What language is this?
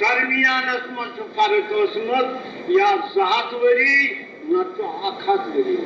Kashmiri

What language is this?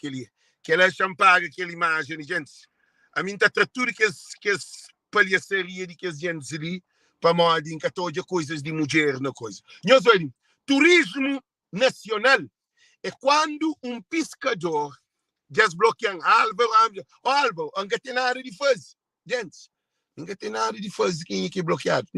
Kabuverdianu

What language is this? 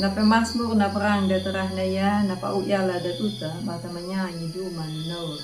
Anakalangu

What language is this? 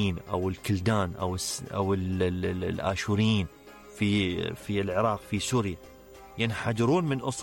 Mesopotamian Arabic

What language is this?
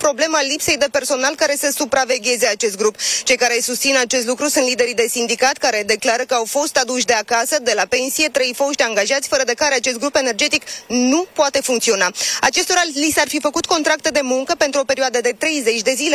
Romanian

